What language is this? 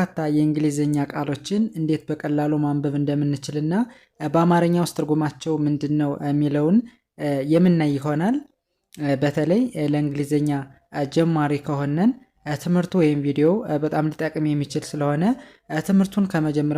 Amharic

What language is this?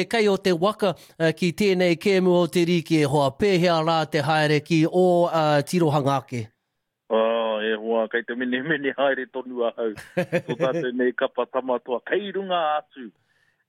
Māori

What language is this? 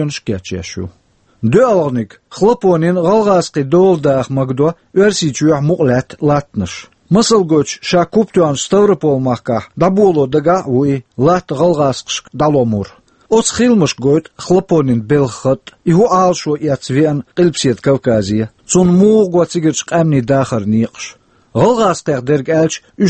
Chechen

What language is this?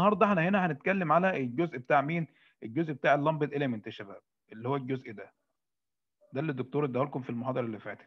Egyptian Arabic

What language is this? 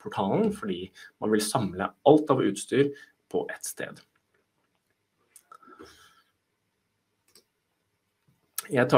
Norwegian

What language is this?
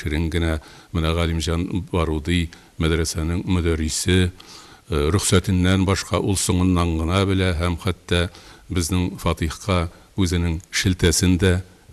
Tatar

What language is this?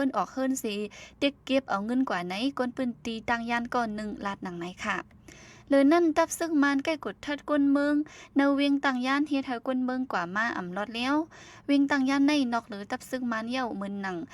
Shan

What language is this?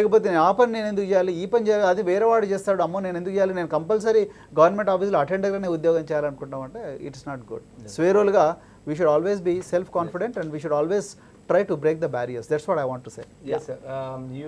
Telugu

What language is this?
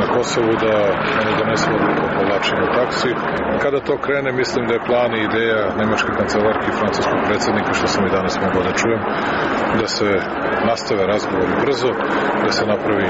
Serbian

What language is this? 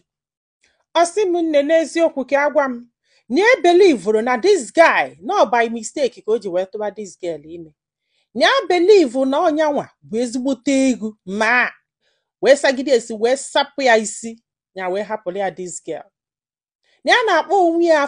Igbo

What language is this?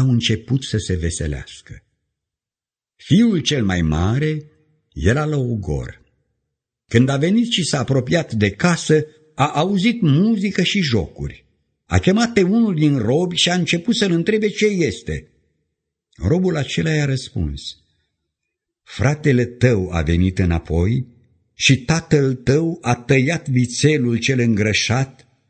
Romanian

